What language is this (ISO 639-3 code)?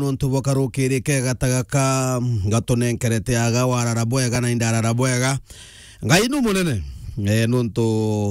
mer